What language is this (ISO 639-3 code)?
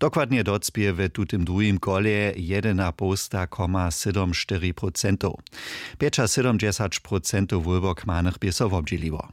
hsb